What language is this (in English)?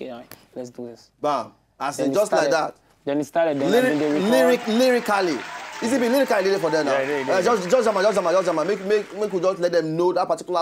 Nigerian Pidgin